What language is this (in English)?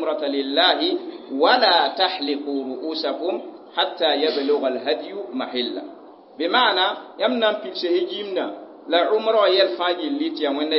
Mossi